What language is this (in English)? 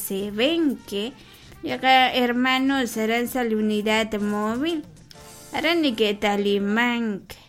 Kekchí